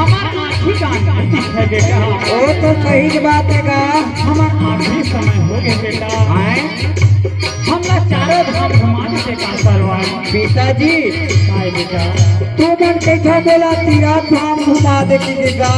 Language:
Chhattisgarhi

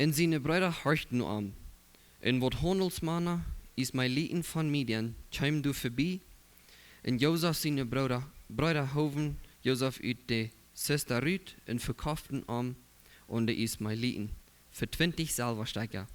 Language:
Plautdietsch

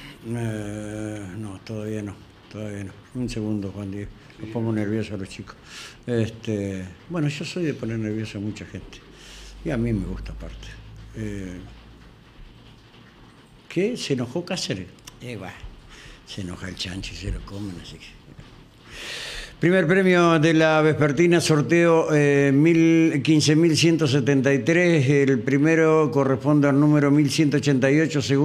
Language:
Spanish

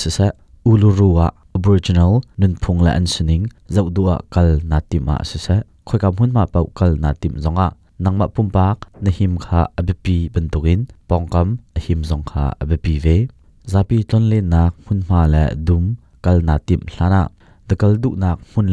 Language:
Hakha Chin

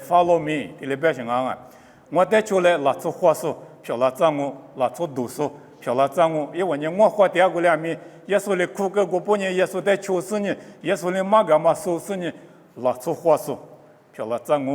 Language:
Lisu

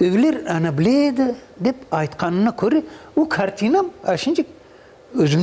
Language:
Crimean Tatar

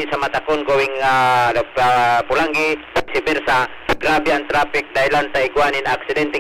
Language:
Bikol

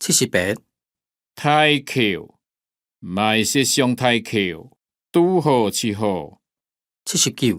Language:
Hakka Chinese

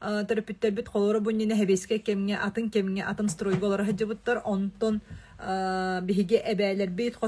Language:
Yakut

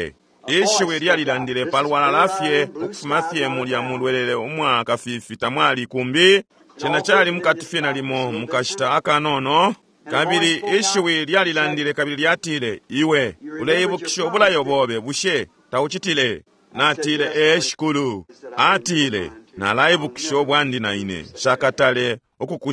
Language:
Bemba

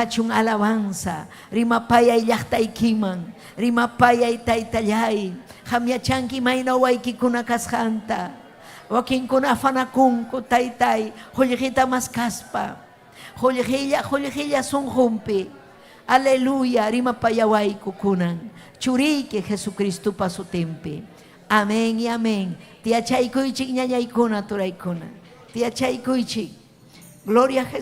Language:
Ayacucho Quechua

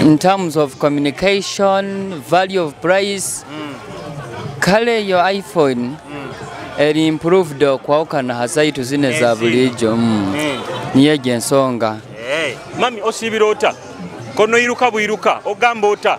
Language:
Nyoro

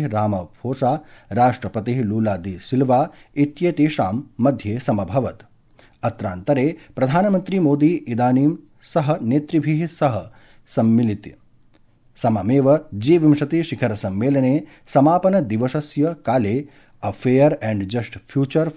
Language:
Sanskrit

